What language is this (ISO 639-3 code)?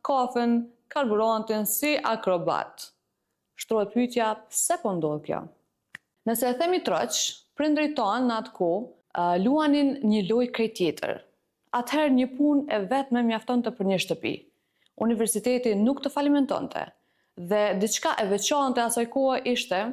sqi